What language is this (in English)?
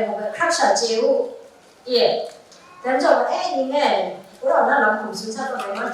Kachin